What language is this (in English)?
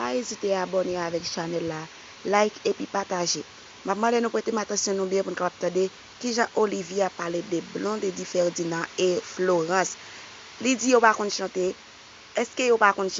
Haitian Creole